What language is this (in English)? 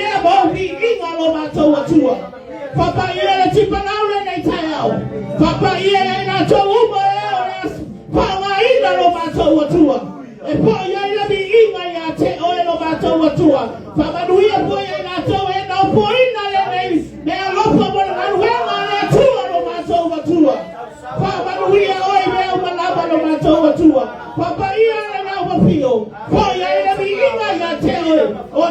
Samoan